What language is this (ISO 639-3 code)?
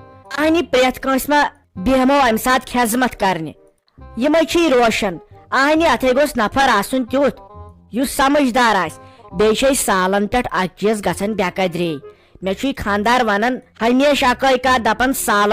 kas